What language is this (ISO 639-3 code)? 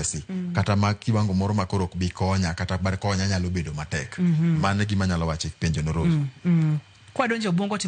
luo